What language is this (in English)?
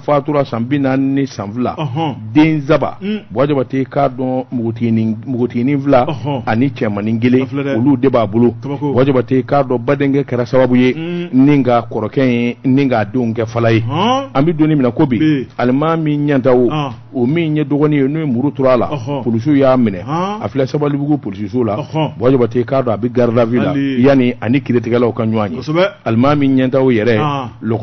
Bambara